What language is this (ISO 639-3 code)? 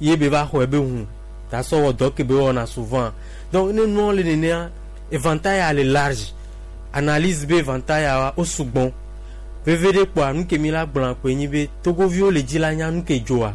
gej